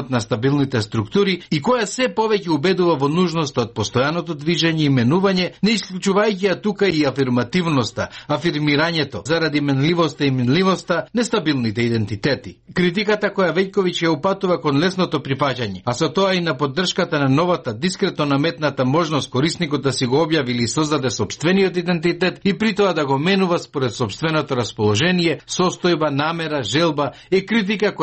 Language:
Macedonian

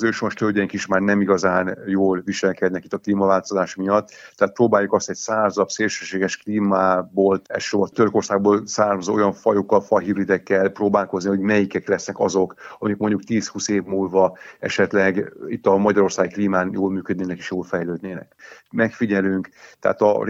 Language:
Hungarian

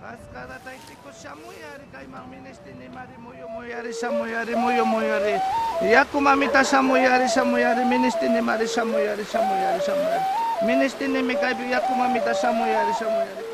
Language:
Imbabura Highland Quichua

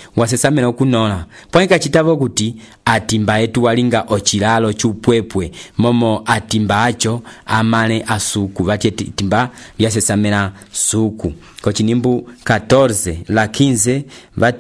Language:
Umbundu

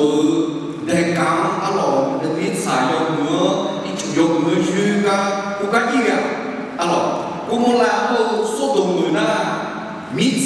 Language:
Akha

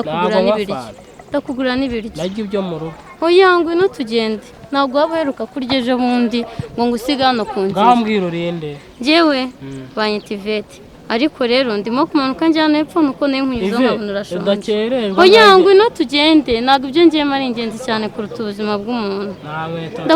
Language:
Kinyarwanda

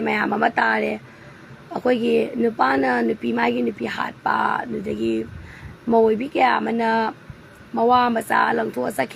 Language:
Manipuri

